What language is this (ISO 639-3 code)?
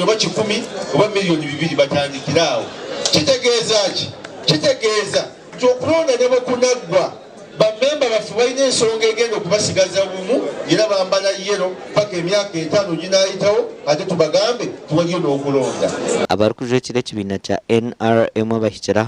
nyn